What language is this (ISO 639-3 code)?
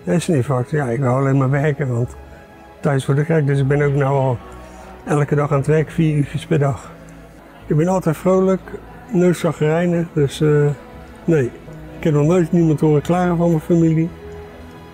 nld